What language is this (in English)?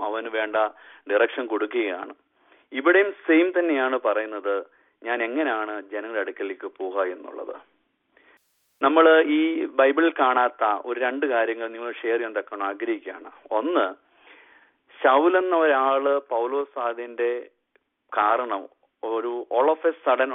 Malayalam